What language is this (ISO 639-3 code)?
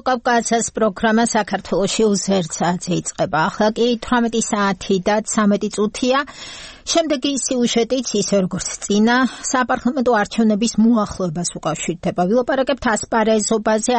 kat